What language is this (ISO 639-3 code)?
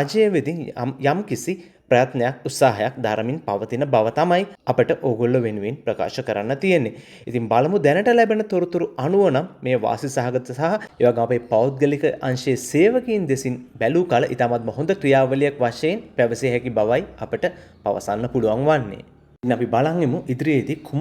sin